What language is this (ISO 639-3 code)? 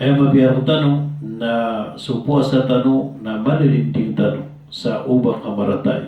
mrw